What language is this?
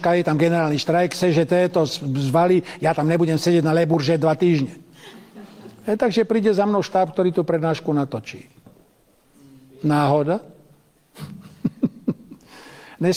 Slovak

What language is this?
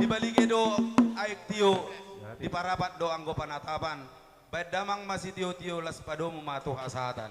Batak Toba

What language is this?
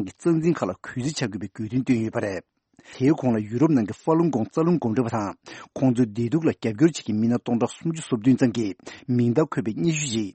Tibetan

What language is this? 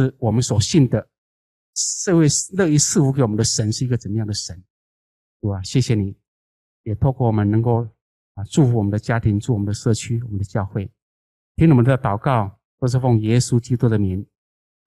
Chinese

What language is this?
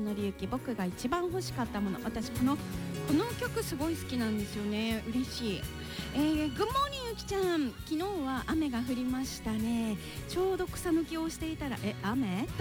Japanese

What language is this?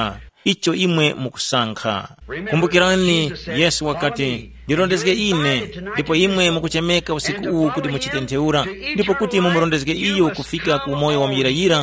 Tumbuka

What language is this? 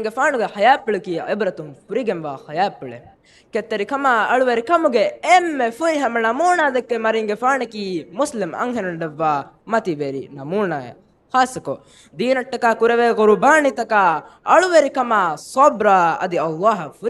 Divehi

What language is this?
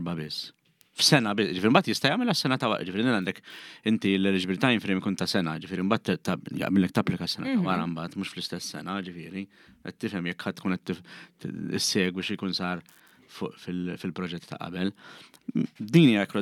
Maltese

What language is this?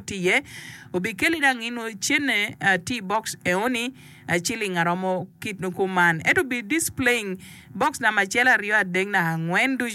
Acoli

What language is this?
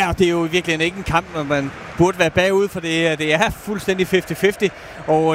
Danish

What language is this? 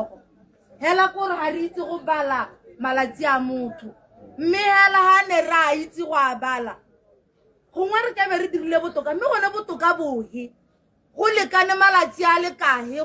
Tswana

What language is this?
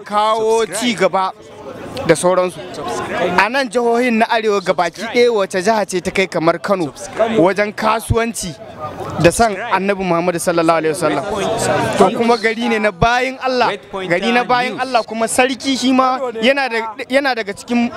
Hausa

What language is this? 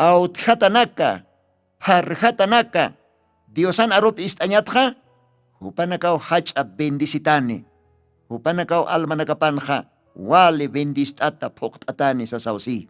Aymara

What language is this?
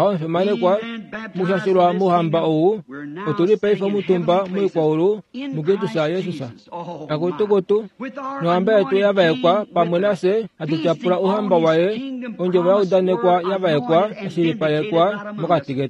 Kuanyama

